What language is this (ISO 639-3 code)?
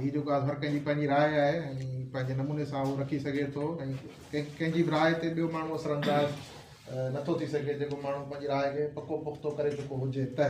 snd